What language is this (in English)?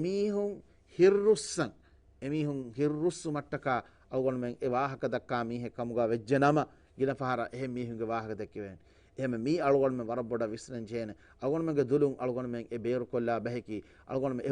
Divehi